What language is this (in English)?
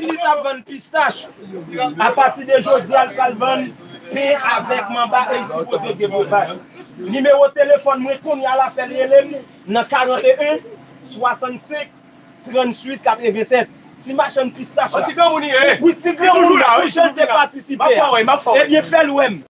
Haitian Creole